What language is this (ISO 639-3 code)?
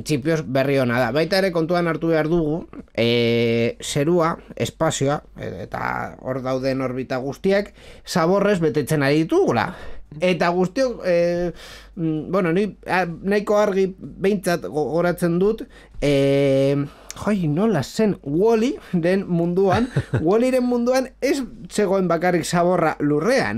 eus